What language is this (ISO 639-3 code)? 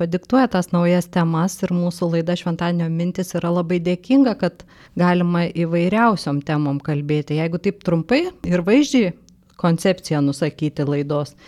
lit